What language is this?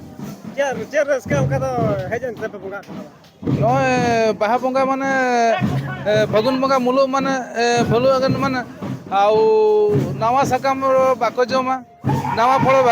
Santali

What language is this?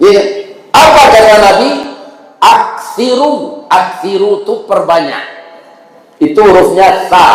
Minangkabau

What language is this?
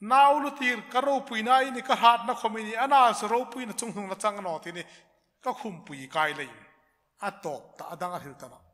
Hmar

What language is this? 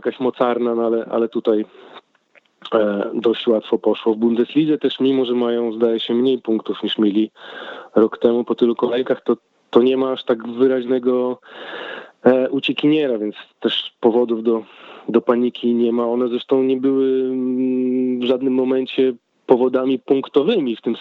Polish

